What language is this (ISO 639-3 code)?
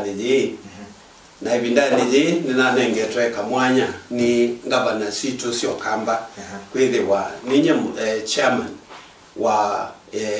kam